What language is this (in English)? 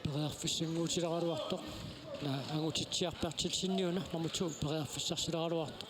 Kalaallisut